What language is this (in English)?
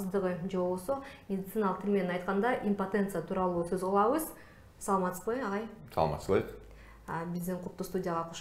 Kyrgyz